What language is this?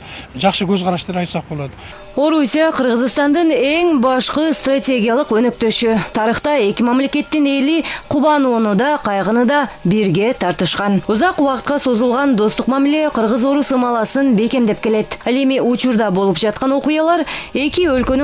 Kyrgyz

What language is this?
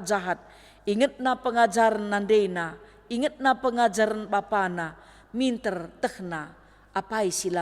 Batak Karo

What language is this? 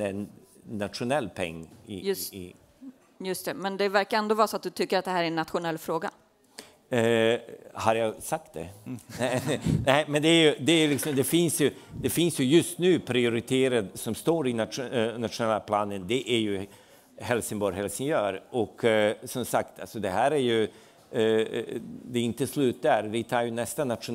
Swedish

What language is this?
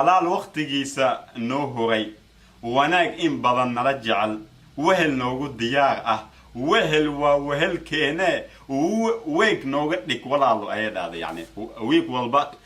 Somali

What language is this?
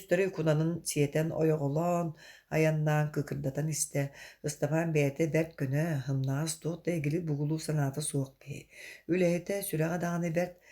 Yakut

